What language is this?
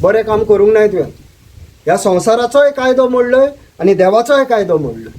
Konkani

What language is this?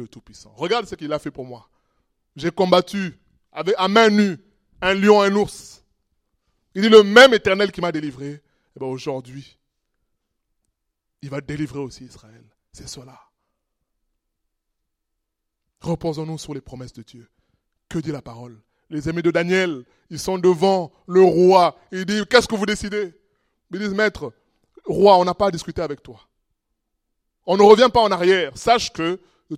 French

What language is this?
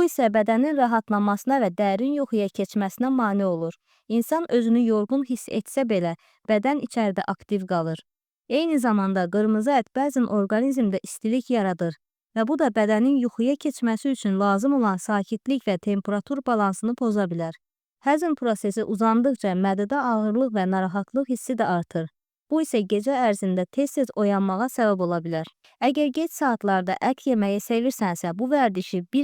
Azerbaijani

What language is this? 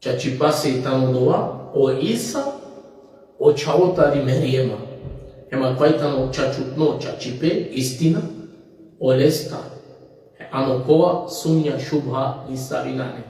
Balkan Romani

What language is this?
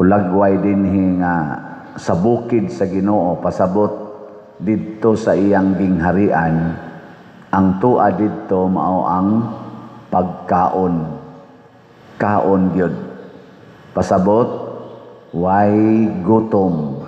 Cebuano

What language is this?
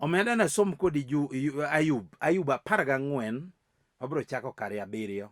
Luo (Kenya and Tanzania)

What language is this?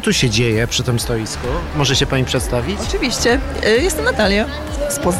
Polish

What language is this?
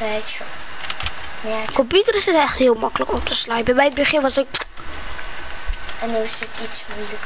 Dutch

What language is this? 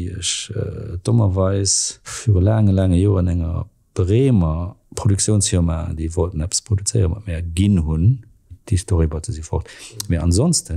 Luxembourgish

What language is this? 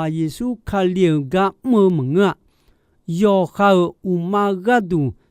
Akha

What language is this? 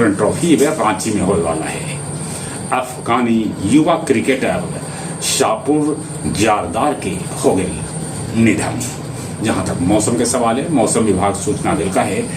Magahi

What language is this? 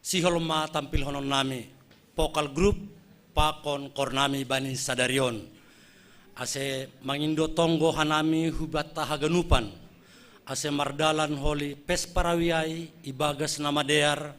Batak Simalungun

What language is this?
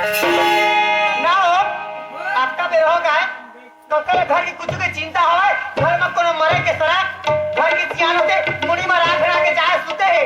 Chhattisgarhi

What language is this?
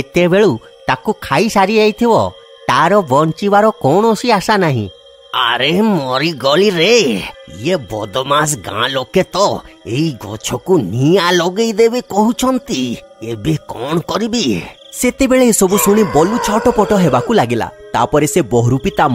Odia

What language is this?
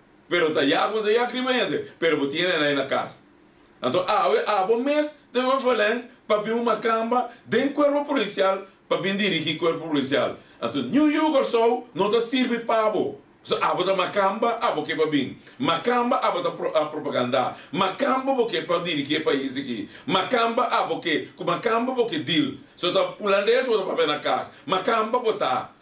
Papiamento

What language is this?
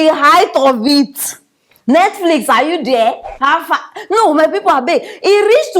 Nigerian Pidgin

